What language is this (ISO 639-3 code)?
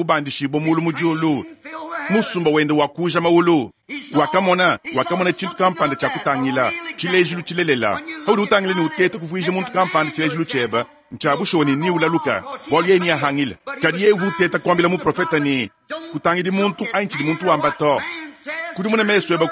lua